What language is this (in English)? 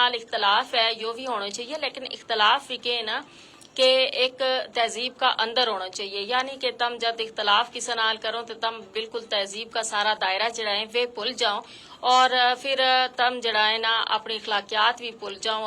Gujari